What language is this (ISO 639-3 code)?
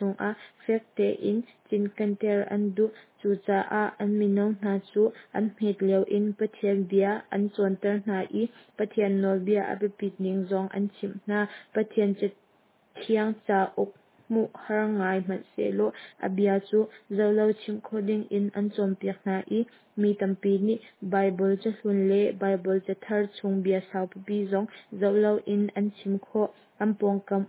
cnh